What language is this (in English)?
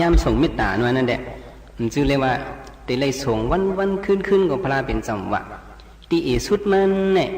Shan